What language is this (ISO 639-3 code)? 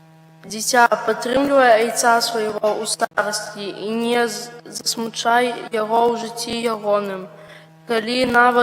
bel